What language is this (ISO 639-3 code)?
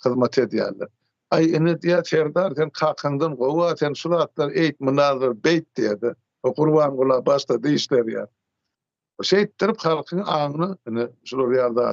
tuk